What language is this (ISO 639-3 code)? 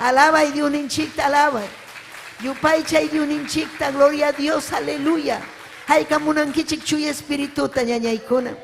quy